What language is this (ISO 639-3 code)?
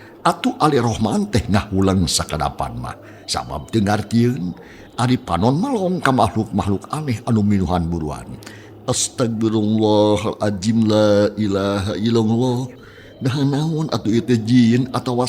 sun